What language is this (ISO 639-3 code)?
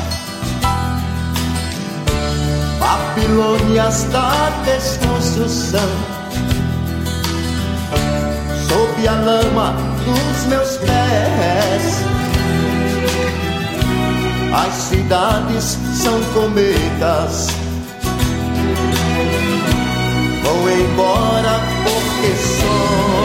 por